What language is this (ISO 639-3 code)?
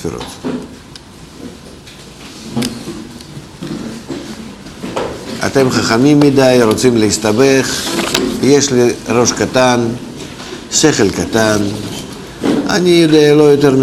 heb